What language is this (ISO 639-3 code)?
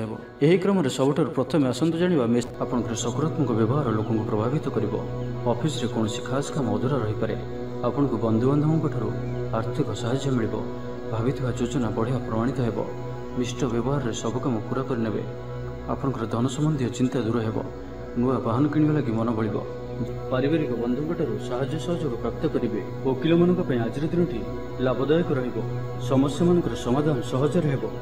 ori